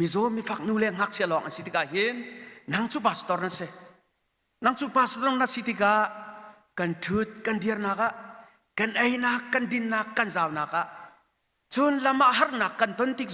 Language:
Hakha Chin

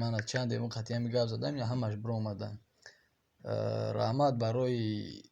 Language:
Tajik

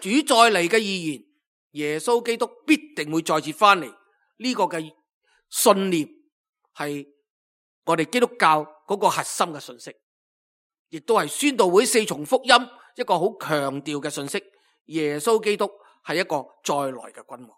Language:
Cantonese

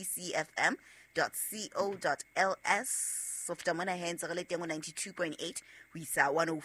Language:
Southern Sotho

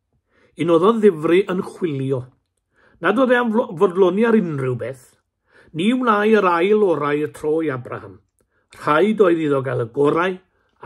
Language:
Welsh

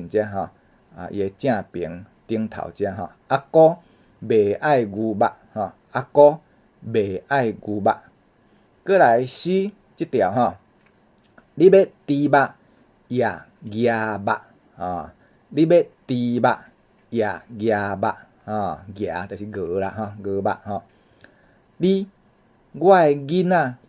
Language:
Min Nan Chinese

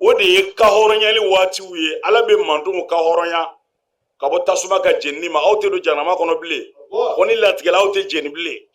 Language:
Bambara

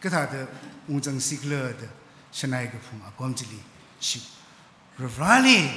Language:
Tangkhul Naga (India)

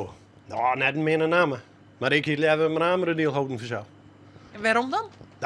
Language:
Western Frisian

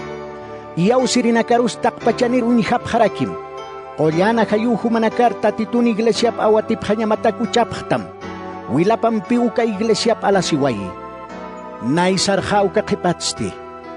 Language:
Aymara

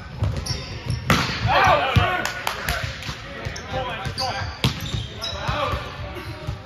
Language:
English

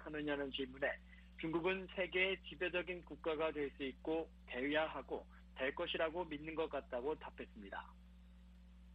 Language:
Korean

